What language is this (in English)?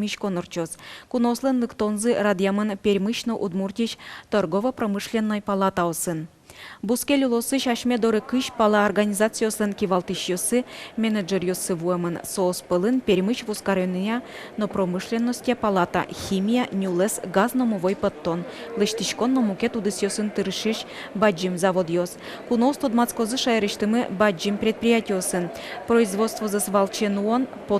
Udmurt